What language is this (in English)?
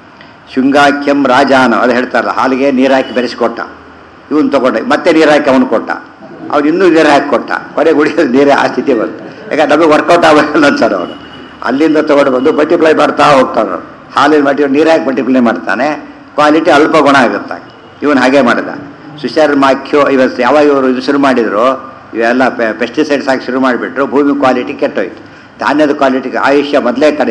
Kannada